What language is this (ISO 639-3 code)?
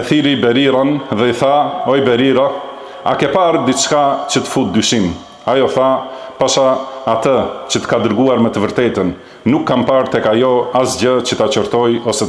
sqi